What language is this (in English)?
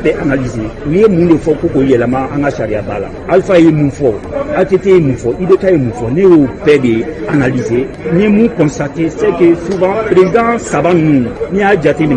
Bambara